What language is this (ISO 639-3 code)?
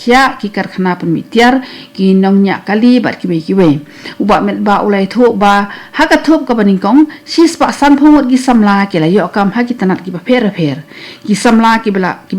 kha